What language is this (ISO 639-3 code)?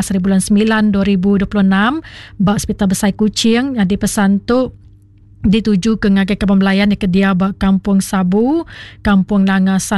iba